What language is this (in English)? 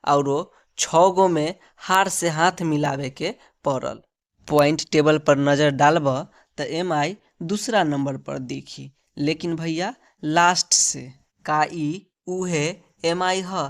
Bhojpuri